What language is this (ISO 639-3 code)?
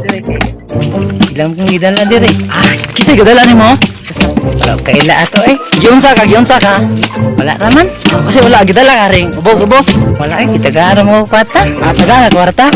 ceb